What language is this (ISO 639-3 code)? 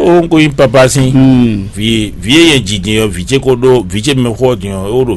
fon